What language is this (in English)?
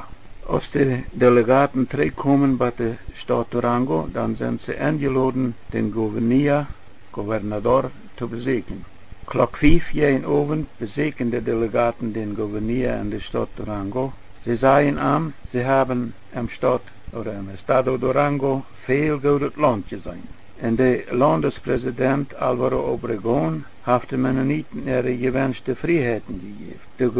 Plautdietsch